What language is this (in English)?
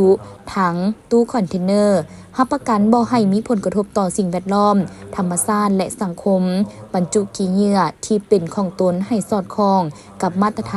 Lao